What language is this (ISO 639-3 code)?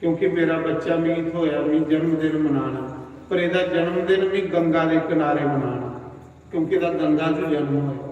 doi